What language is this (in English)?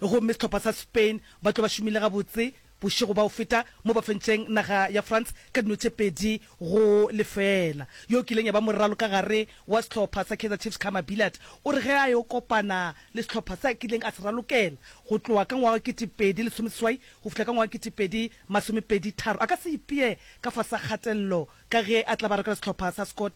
Northern Sotho